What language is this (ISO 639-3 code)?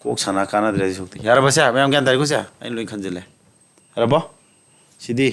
mni